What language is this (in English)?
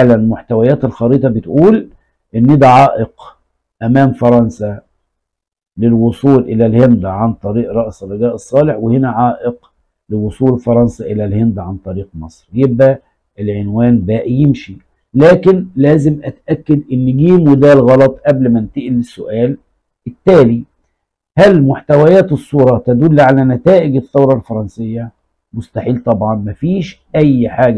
Egyptian Arabic